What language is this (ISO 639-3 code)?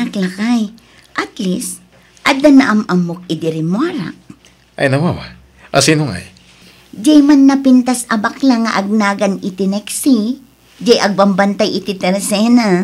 ilo